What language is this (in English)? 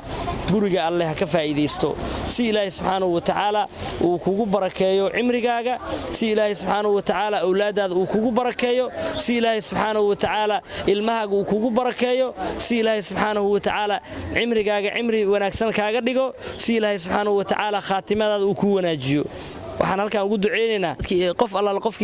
Somali